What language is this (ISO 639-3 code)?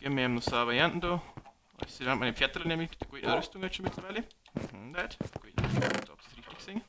bar